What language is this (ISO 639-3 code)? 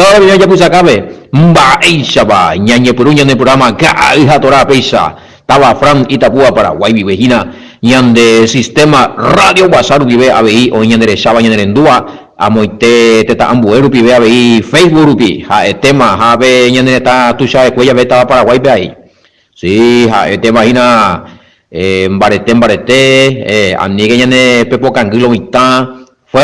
grn